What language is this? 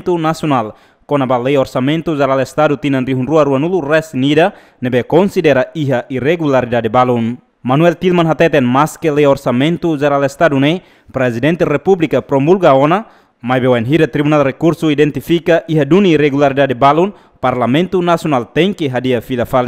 Tetum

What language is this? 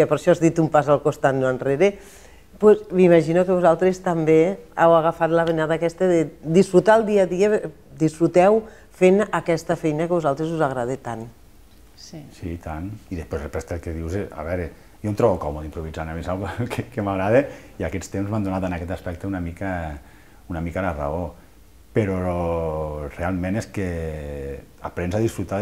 Catalan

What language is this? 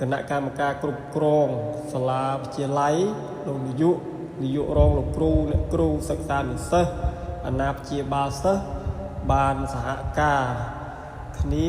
Khmer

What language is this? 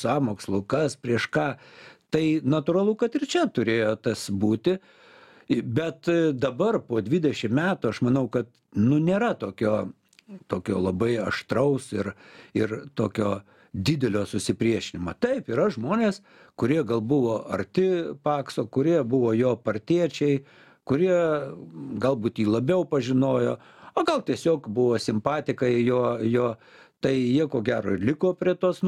Lithuanian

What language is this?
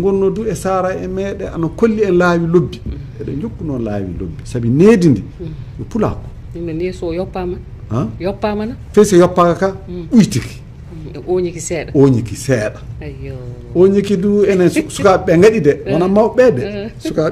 Fula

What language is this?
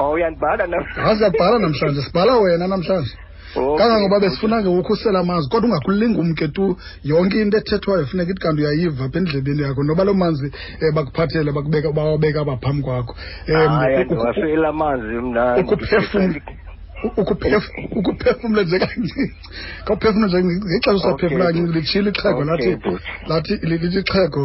Xhosa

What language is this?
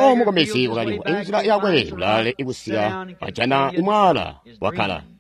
Tonga (Zambia)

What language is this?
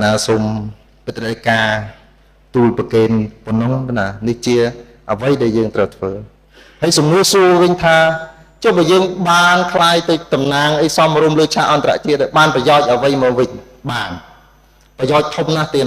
Khmer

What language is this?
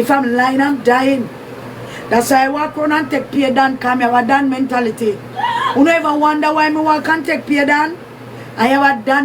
Jamaican Creole English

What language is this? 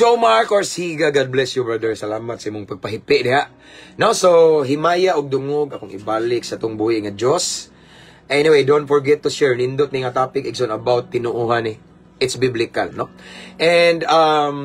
Cebuano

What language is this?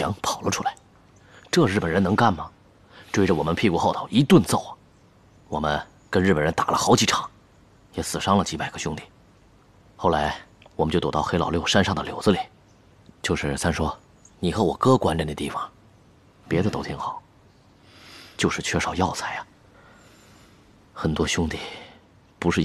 Chinese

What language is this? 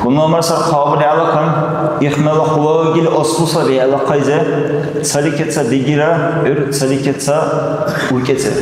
Dargwa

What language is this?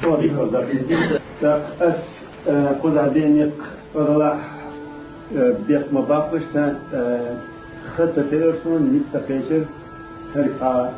Chechen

